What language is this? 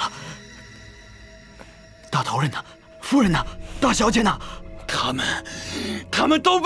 Chinese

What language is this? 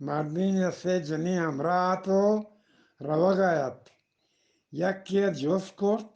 Eastern Balochi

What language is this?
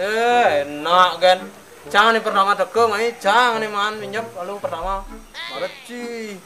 Balinese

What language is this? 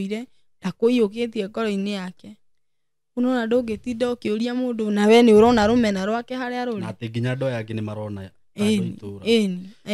Kikuyu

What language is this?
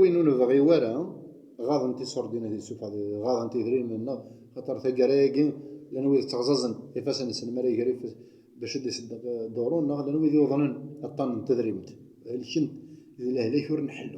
Kabyle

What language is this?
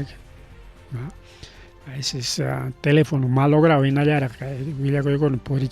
Ayacucho Quechua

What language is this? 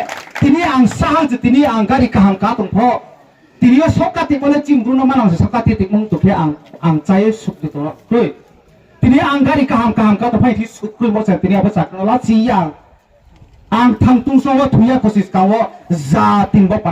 Riang (India)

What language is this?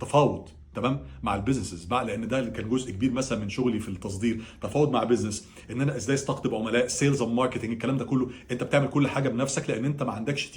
Egyptian Arabic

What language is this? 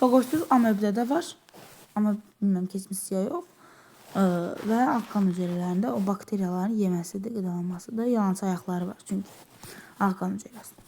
Azerbaijani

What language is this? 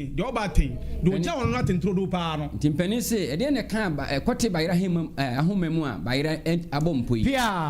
Akan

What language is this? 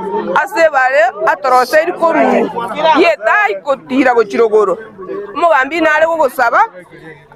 Gusii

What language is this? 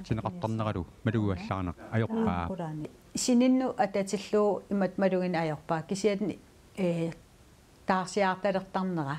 Kalaallisut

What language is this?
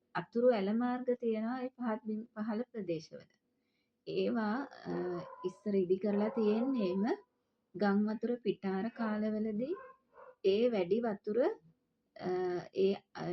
Sinhala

